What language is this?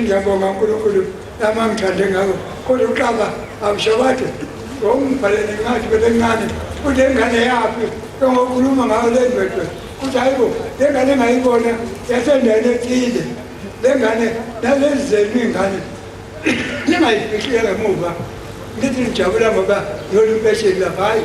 Zulu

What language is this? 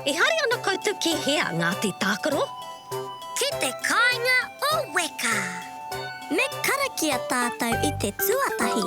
Māori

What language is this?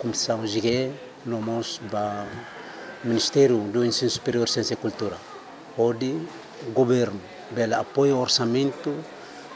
Tetum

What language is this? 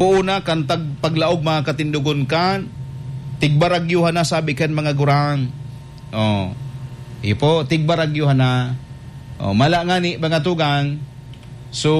Bikol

